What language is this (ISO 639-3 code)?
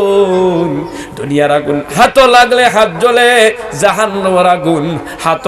syl